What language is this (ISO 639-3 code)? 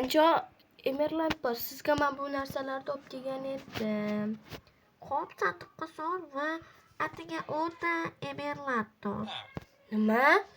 uzb